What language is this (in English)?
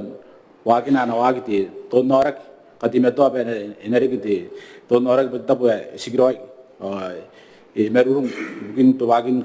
Gilbertese